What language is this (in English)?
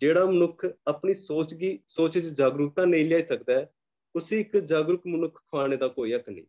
Dogri